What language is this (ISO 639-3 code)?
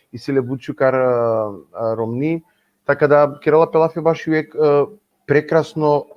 rmn